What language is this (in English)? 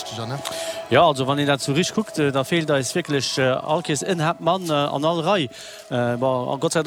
Luxembourgish